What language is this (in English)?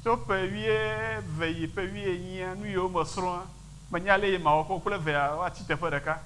Ewe